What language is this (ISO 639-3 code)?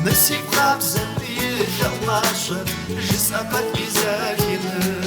kbd